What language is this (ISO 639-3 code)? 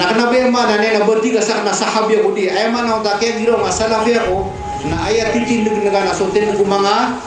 mrw